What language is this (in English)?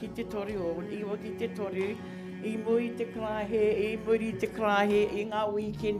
Māori